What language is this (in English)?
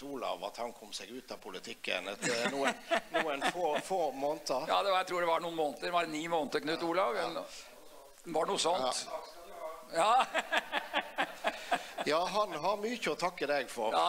Norwegian